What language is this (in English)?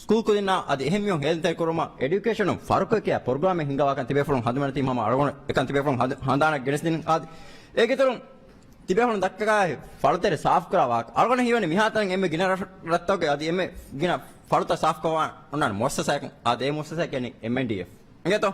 Divehi